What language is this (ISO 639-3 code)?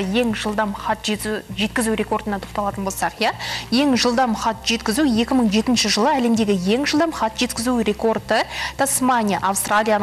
kaz